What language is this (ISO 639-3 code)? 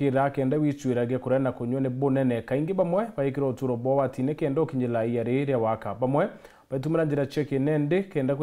mer